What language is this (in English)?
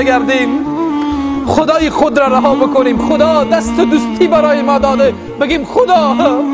Persian